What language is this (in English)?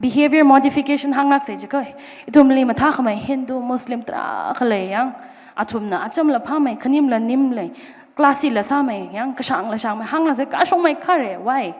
Tangkhul Naga (India)